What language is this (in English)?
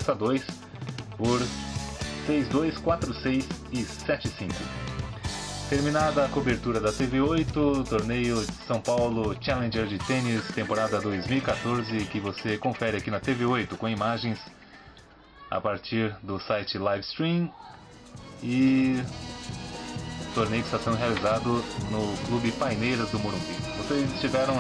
Portuguese